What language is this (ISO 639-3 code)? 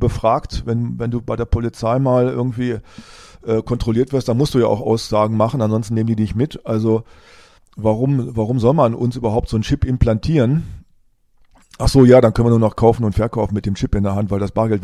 deu